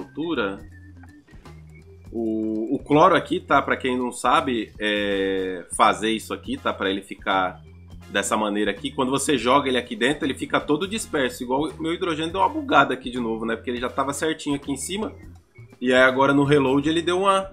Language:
Portuguese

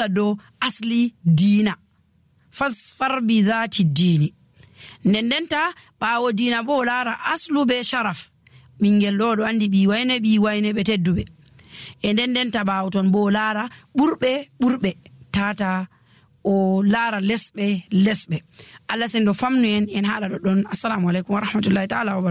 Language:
Nigerian Fulfulde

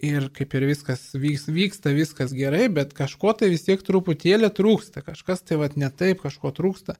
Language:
Lithuanian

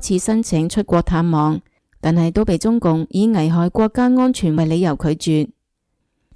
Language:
Cantonese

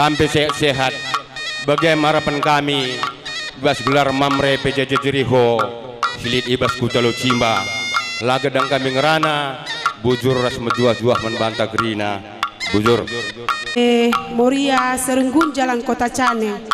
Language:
Batak Karo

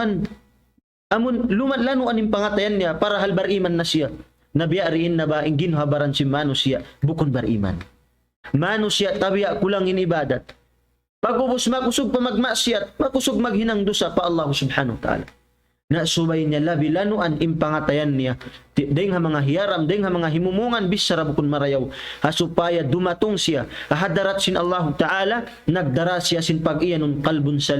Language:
Tausug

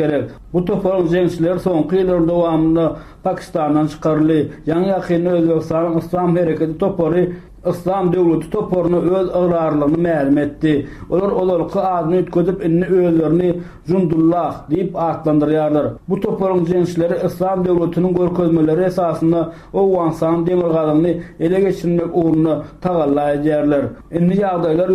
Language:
Turkmen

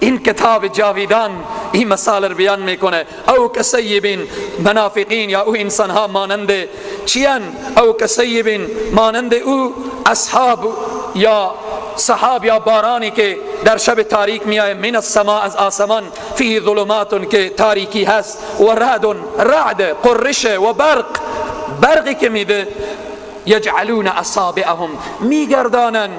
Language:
Persian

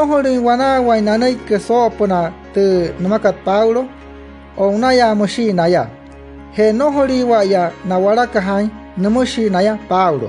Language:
Wayuu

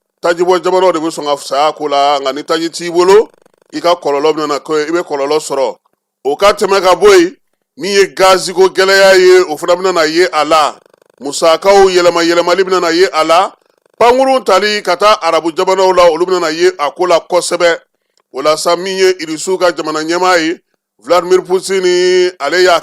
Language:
Bambara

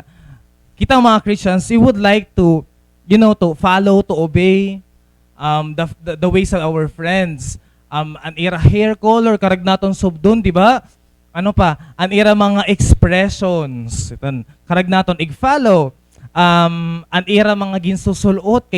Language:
Waray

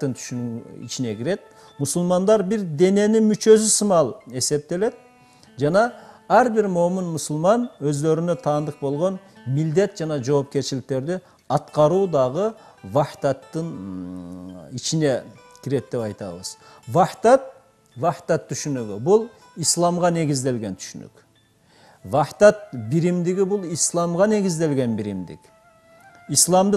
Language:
Kyrgyz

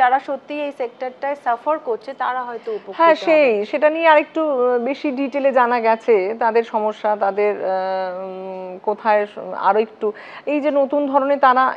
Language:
Bangla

